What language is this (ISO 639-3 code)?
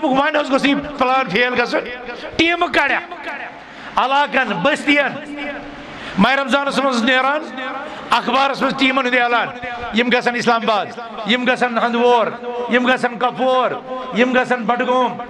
kas